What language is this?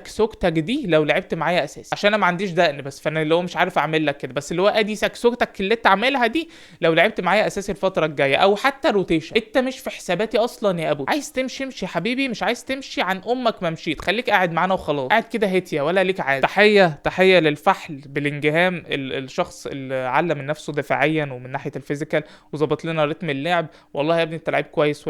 Egyptian Arabic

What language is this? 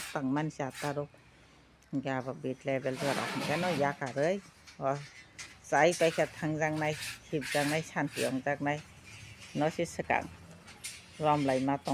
Kok Borok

